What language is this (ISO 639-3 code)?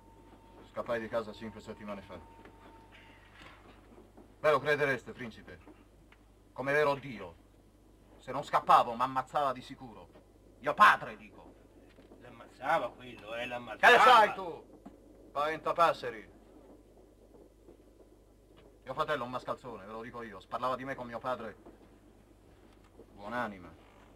ita